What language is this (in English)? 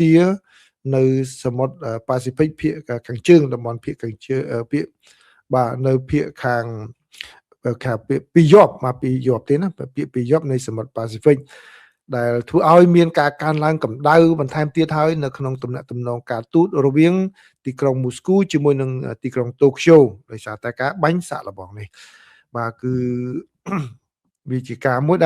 Khmer